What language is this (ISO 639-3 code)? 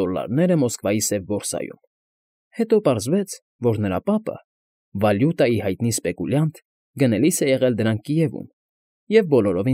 hye